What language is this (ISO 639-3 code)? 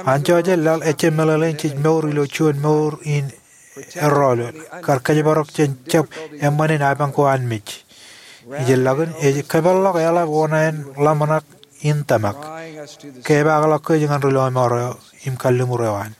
mah